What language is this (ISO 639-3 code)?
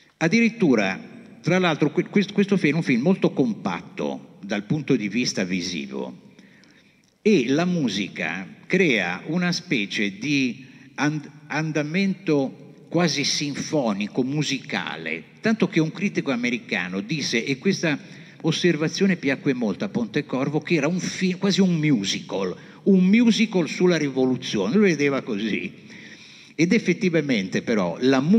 ita